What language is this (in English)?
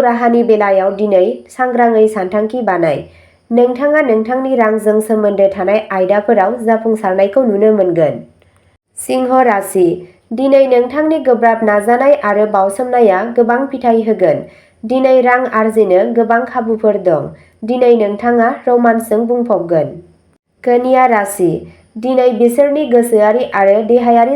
Bodo